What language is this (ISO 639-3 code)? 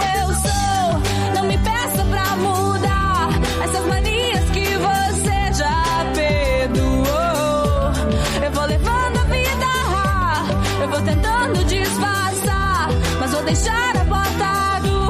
por